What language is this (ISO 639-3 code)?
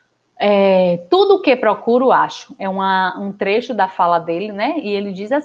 por